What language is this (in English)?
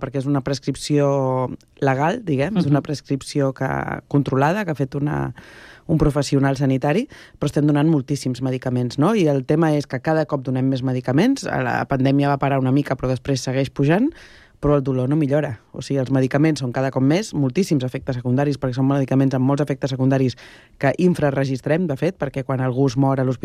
Catalan